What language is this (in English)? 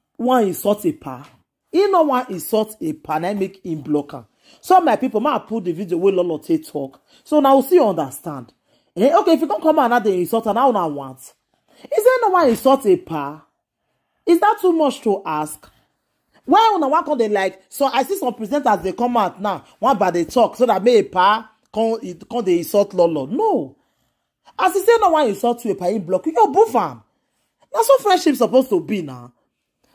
Nigerian Pidgin